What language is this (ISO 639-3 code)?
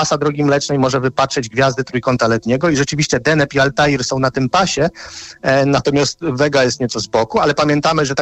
pol